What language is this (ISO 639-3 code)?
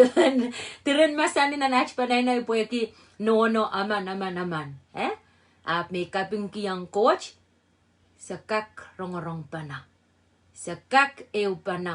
pon